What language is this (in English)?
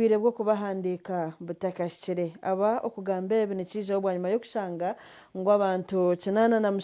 Nyankole